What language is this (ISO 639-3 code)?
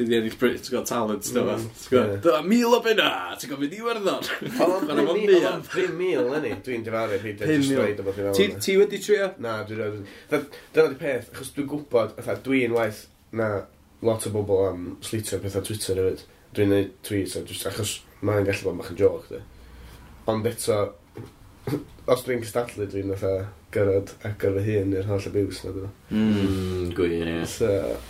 cym